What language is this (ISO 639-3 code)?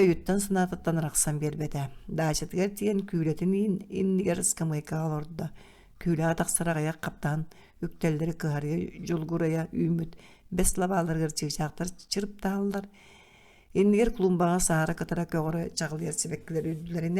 sah